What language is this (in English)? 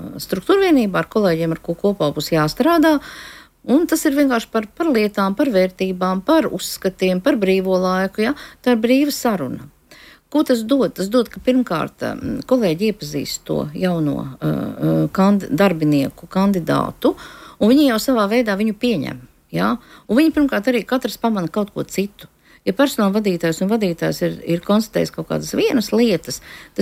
Latvian